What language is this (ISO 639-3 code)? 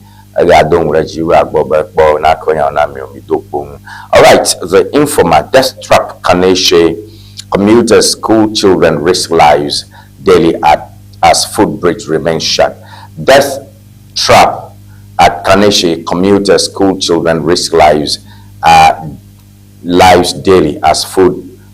ewe